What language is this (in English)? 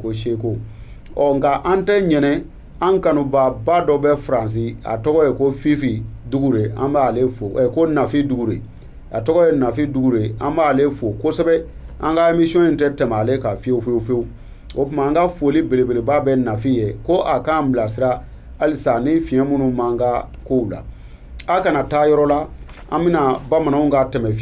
Bambara